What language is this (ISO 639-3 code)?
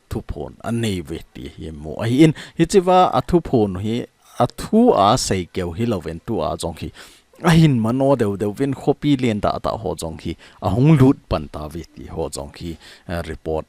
tcz